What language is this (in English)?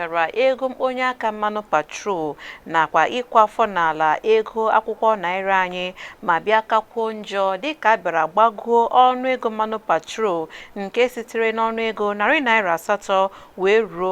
Igbo